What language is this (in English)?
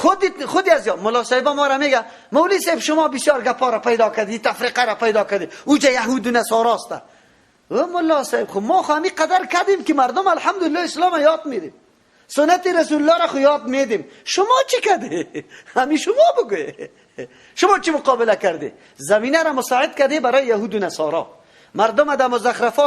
Persian